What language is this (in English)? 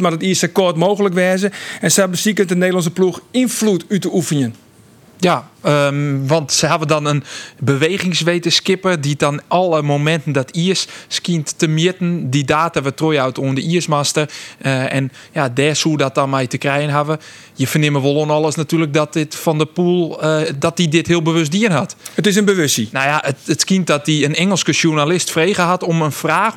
Western Frisian